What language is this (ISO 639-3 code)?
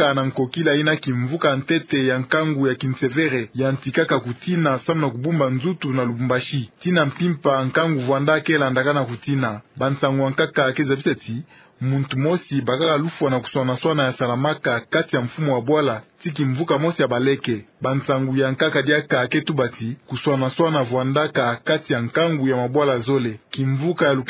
ktu